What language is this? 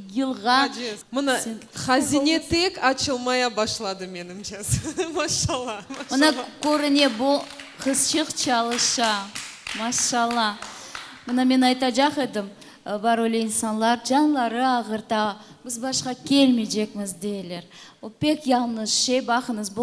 Crimean Tatar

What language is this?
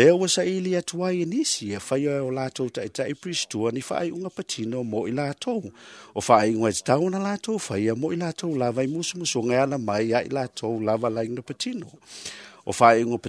Samoan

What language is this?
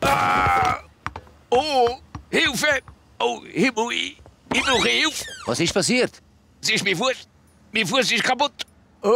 Swiss German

